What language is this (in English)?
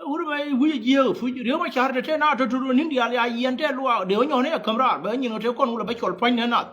Nuer